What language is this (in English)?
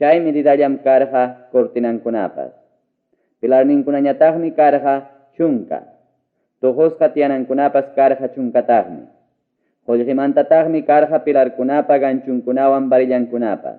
Ayacucho Quechua